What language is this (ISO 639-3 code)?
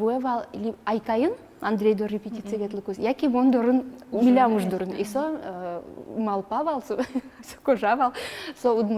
udm